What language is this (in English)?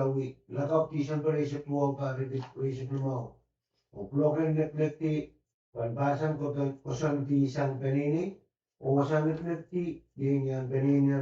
Pohnpeian